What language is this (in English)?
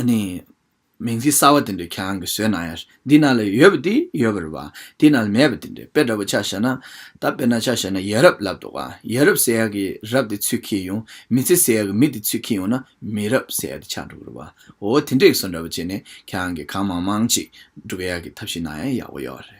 Tibetan